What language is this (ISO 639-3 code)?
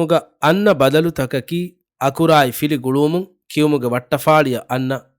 div